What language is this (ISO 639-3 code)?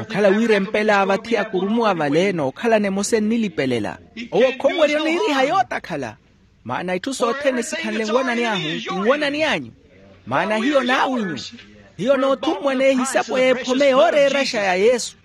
vmw